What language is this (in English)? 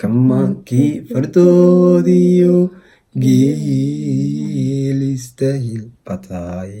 Somali